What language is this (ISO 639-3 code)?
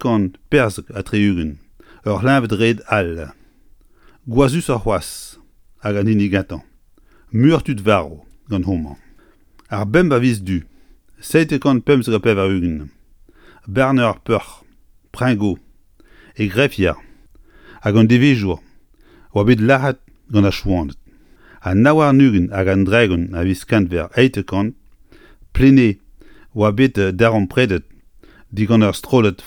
bre